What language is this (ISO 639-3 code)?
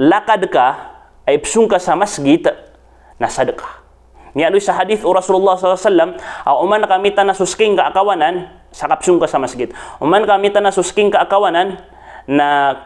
mrw